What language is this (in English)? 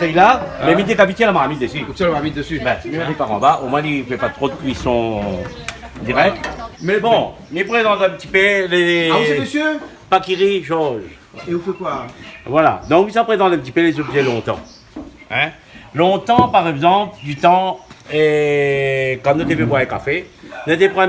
Réunion Creole French